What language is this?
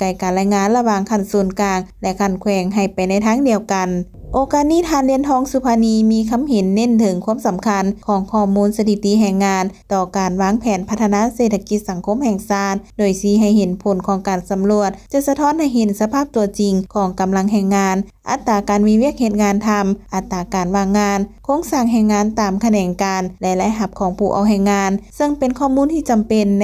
Lao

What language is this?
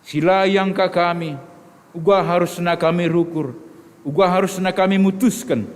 Batak Karo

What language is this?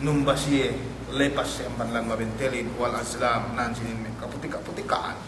Yakan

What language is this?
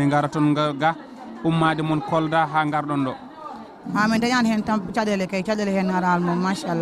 Fula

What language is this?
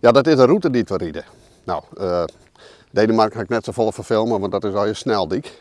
Western Frisian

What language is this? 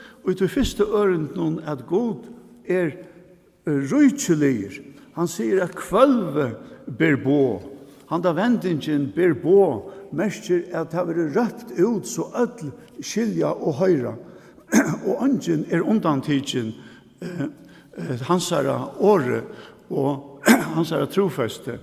Faroese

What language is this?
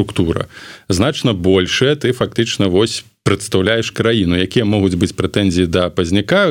Belarusian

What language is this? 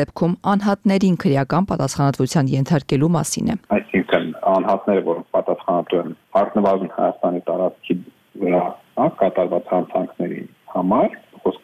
Armenian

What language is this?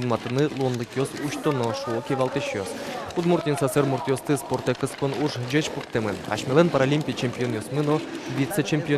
Udmurt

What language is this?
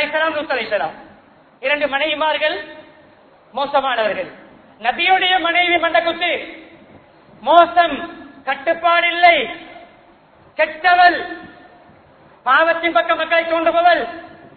Tamil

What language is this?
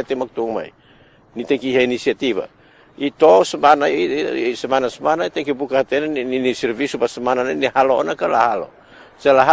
Tetum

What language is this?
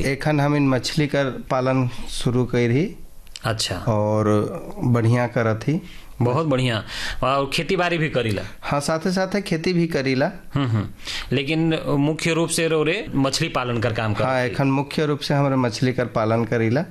Sadri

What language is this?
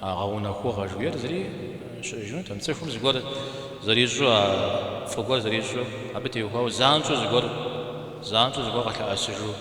Kabardian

